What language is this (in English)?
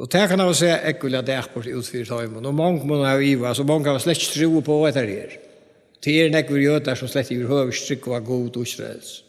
Faroese